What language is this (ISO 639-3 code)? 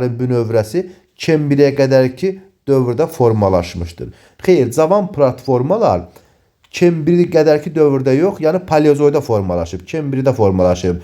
aze